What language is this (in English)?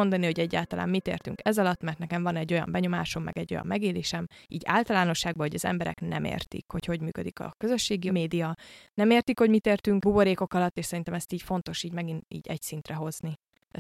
Hungarian